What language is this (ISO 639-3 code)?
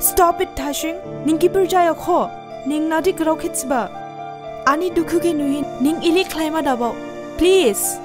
dis